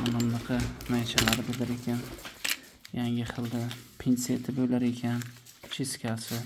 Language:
Uzbek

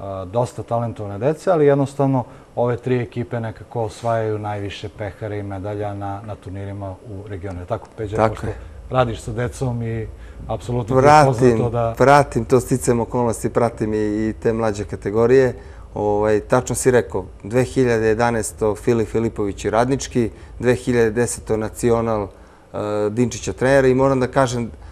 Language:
Serbian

